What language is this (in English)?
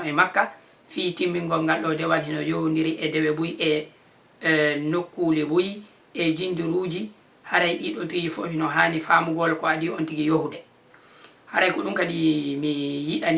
Fula